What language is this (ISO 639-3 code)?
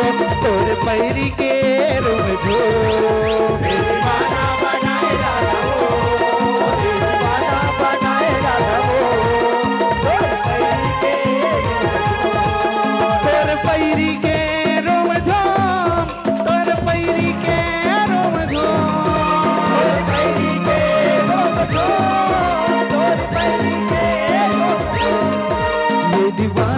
hne